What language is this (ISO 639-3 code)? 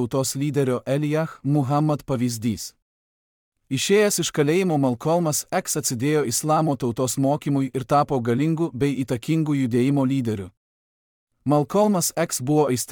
lit